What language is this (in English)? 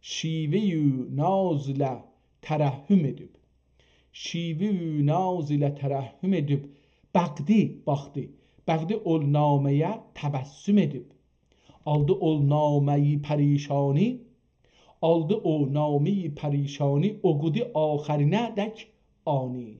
South Azerbaijani